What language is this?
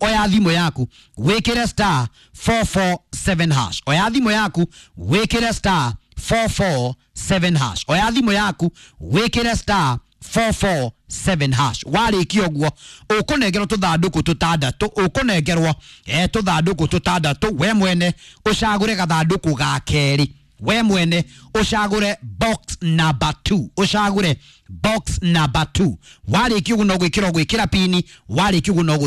Kikuyu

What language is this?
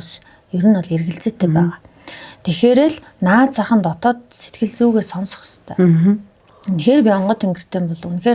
Mongolian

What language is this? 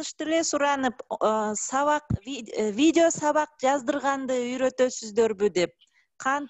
Kyrgyz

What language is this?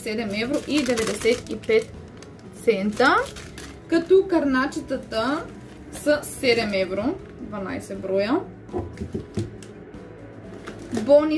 Bulgarian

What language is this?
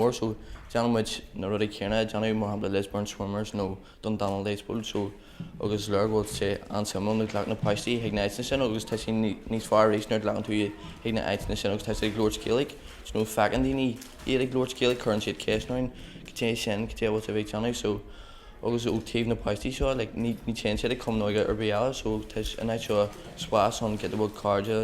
Irish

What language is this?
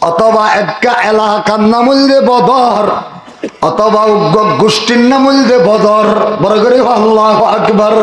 Rohingya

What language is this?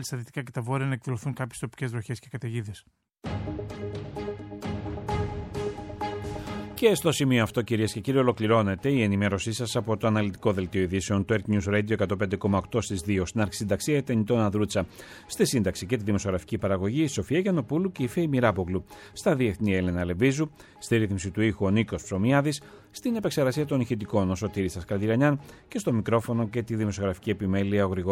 Greek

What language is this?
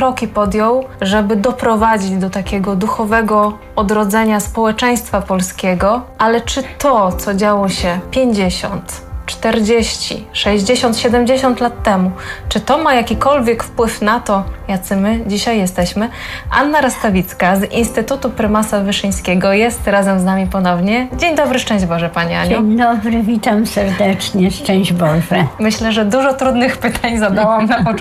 Polish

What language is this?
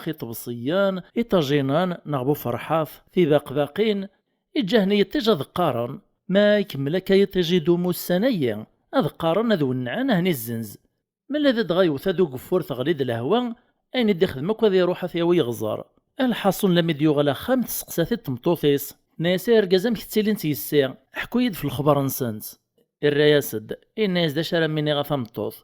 Kabyle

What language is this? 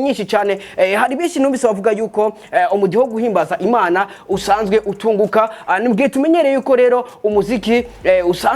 Rundi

